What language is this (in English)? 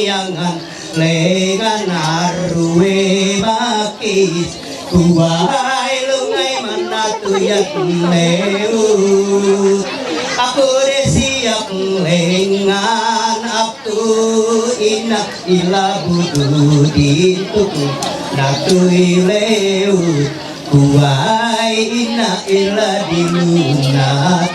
Ma'anyan